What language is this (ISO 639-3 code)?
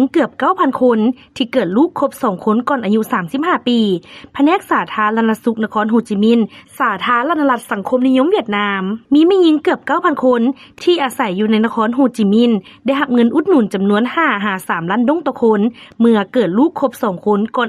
lao